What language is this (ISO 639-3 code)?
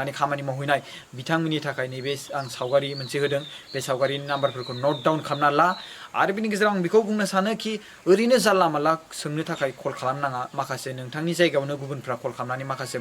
brx